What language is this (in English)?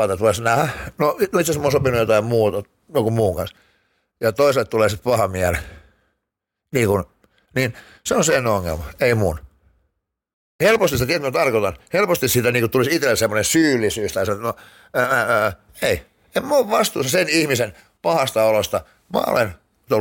Finnish